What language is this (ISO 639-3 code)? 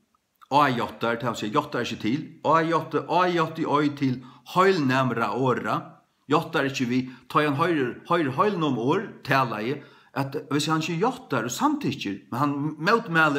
fao